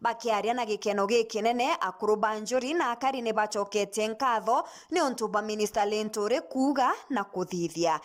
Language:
Meru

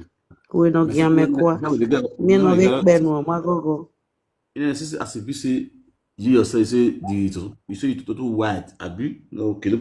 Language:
Nigerian Pidgin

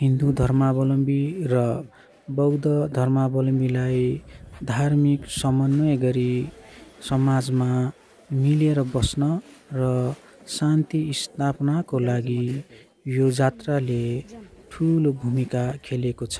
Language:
Nepali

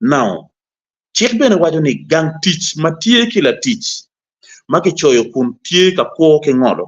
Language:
Acoli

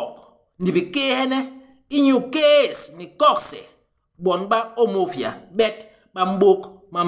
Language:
Basaa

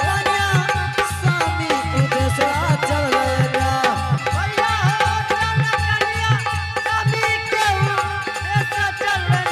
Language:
Angika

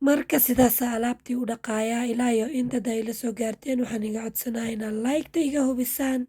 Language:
Somali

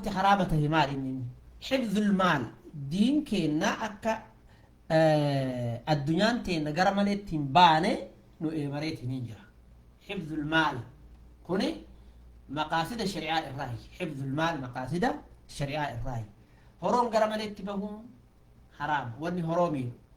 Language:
Oromo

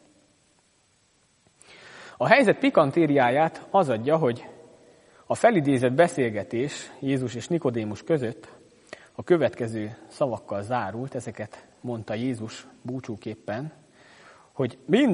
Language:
Hungarian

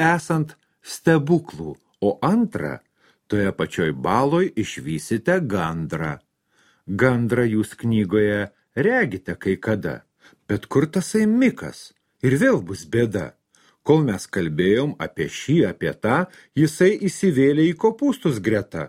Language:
Lithuanian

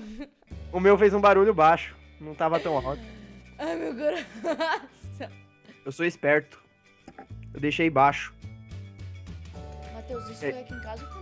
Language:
Portuguese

